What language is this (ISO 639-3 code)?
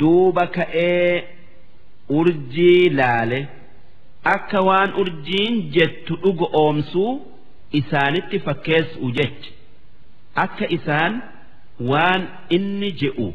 orm